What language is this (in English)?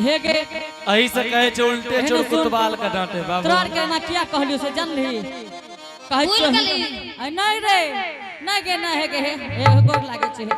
Angika